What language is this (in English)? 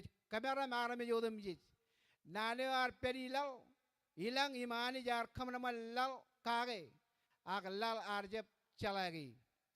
Marshallese